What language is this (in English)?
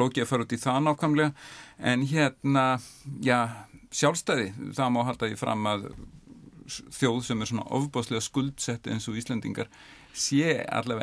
Icelandic